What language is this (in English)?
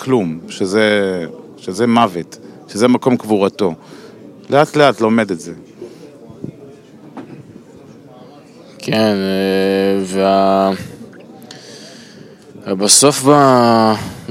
Hebrew